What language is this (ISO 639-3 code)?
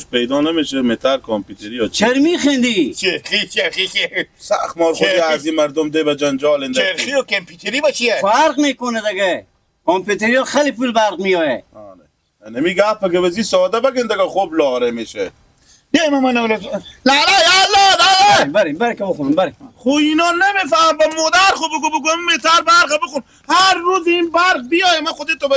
haz